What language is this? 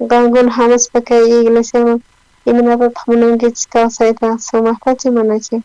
South Bolivian Quechua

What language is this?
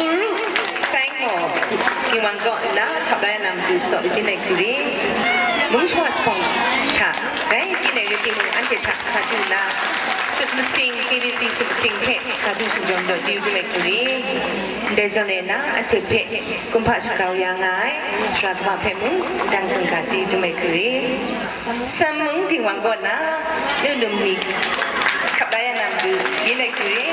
Kachin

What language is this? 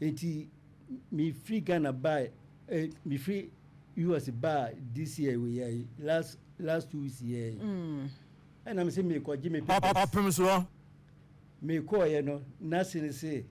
Akan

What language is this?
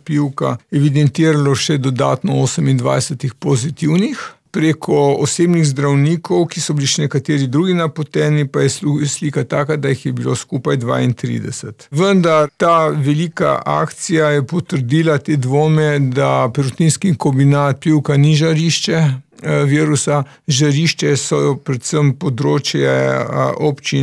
Slovenian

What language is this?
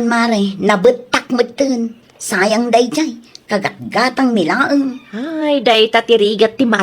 Iloko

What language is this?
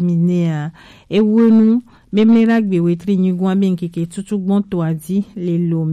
Gen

